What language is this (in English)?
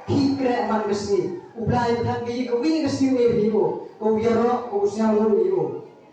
Khasi